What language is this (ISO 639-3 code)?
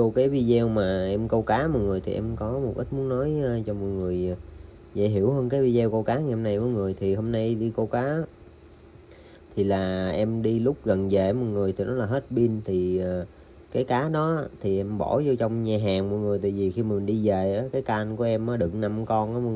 vie